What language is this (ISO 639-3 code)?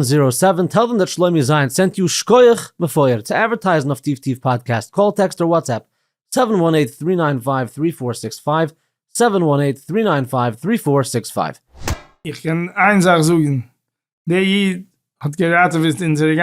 yid